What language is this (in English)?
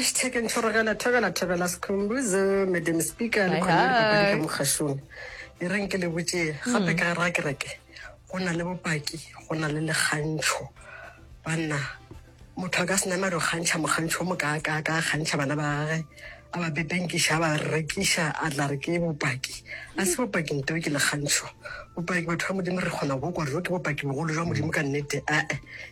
Northern Sotho